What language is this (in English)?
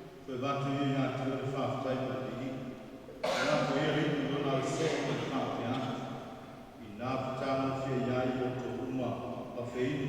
Samoan